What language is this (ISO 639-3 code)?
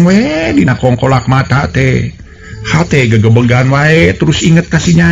sun